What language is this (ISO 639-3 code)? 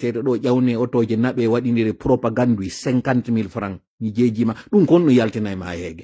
ful